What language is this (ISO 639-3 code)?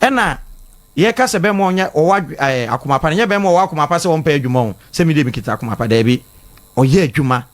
aka